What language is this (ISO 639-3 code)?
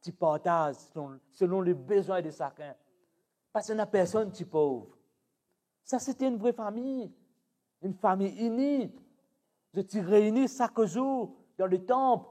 mfe